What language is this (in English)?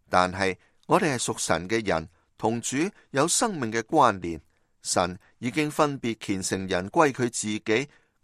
Cantonese